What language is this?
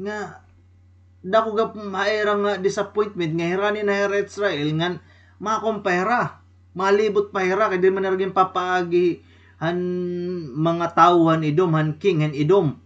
Waray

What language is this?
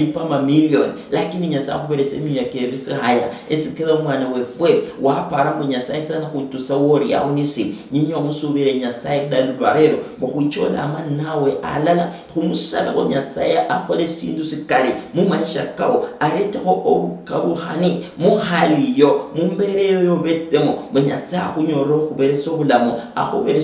Luyia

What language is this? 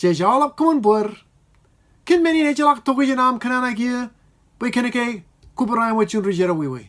Marshallese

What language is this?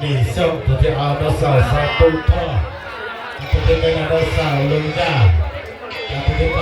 Hmong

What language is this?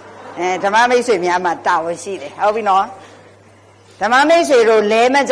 Burmese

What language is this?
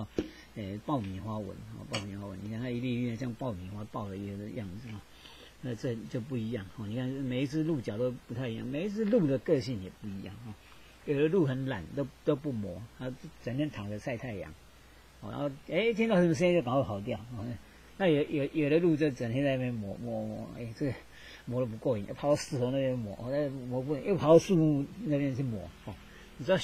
Chinese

